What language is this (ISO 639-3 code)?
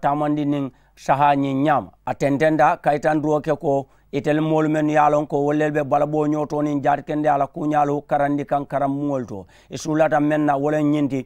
man